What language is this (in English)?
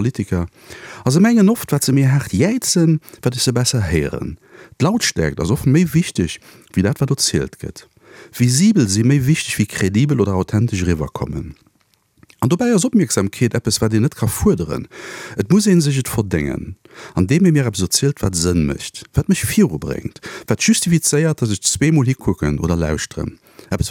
Luxembourgish